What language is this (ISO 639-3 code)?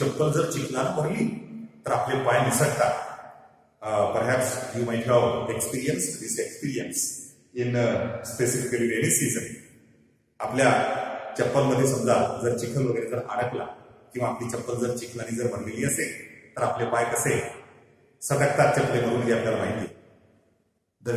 mar